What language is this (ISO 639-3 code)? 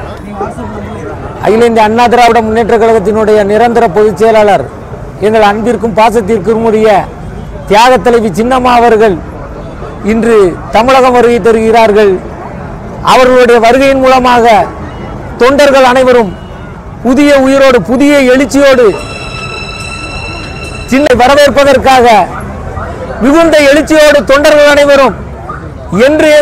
tam